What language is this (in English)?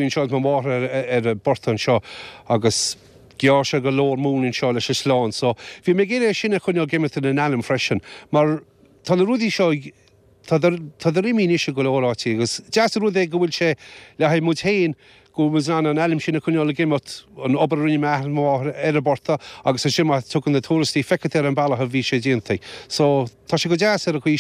Irish